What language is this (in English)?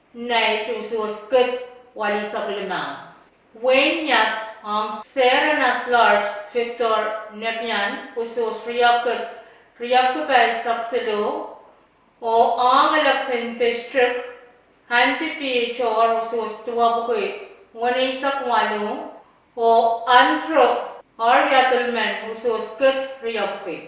Pohnpeian